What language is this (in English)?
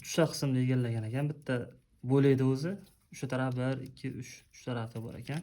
Uzbek